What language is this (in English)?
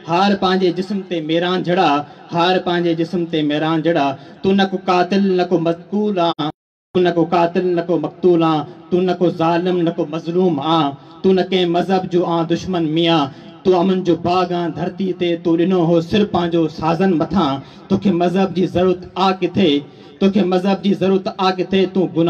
Sindhi